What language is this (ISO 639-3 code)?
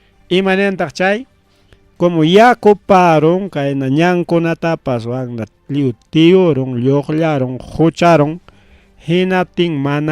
quy